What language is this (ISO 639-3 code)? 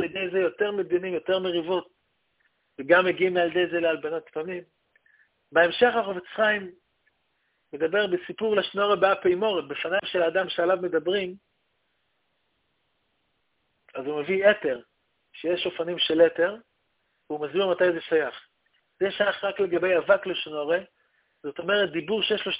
heb